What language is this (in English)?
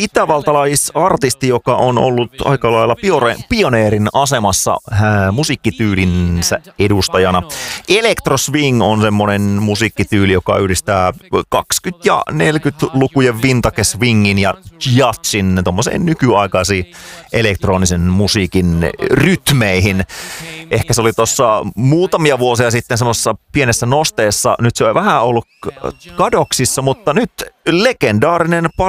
Finnish